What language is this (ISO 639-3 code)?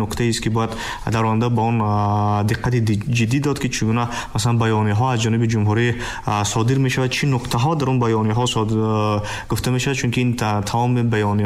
tgk